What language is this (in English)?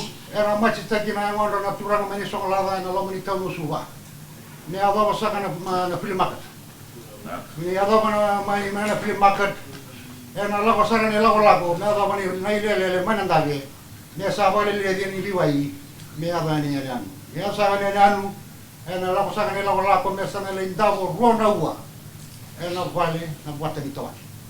Fijian